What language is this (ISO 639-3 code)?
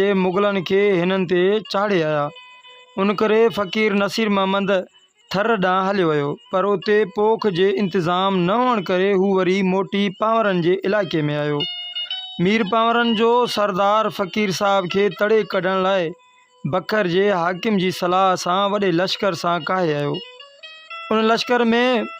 snd